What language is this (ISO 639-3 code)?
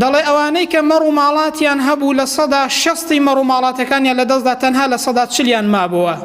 ckb